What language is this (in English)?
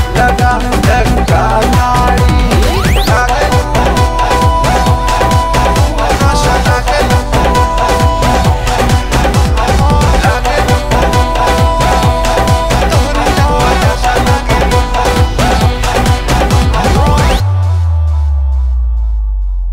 Bhojpuri